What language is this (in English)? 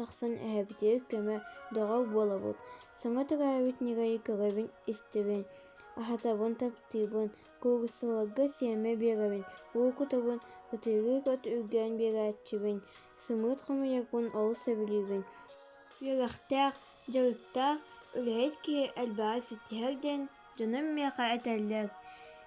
Yakut